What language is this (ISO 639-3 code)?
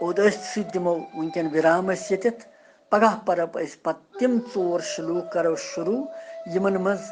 kas